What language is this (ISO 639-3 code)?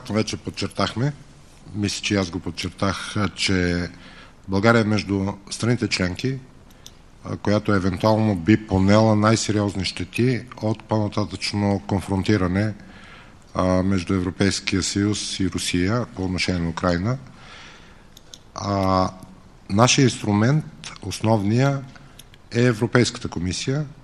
bul